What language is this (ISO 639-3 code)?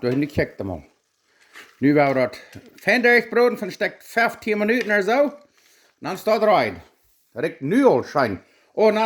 pdt